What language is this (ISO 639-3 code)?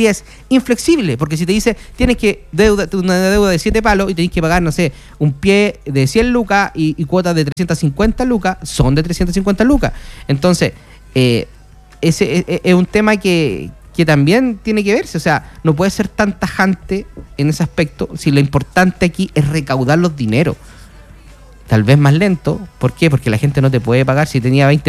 spa